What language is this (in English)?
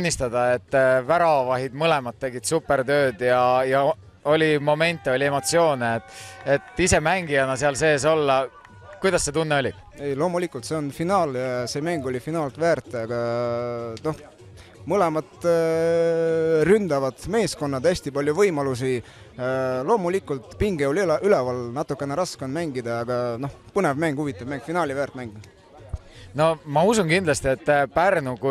Estonian